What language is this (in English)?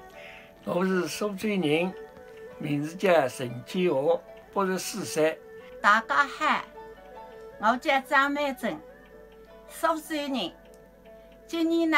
Wu Chinese